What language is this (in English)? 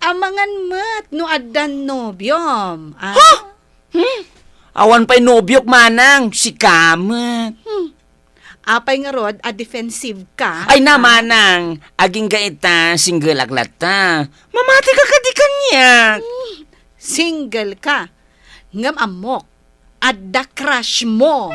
Iloko